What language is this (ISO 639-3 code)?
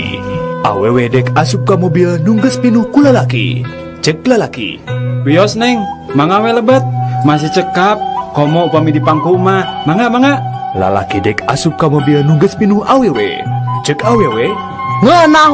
sun